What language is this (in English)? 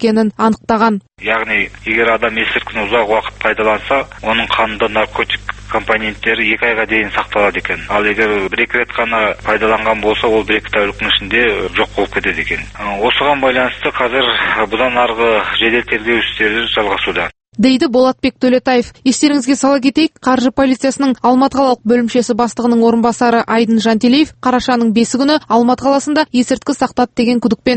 Kazakh